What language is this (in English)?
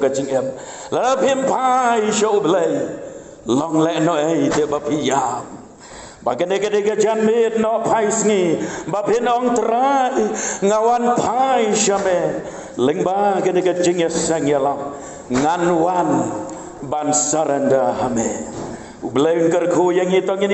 Khasi